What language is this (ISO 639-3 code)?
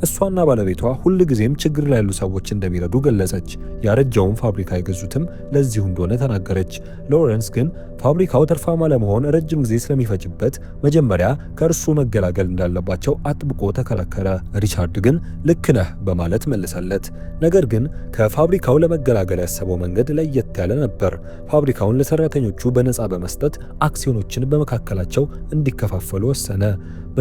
amh